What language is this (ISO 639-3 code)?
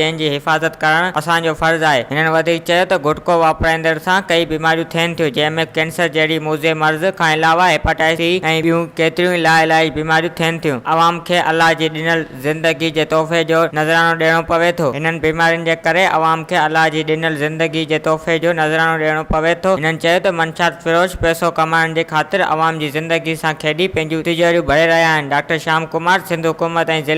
snd